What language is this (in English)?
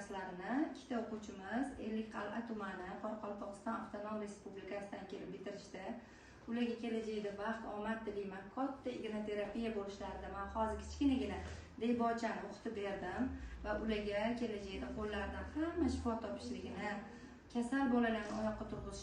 Uzbek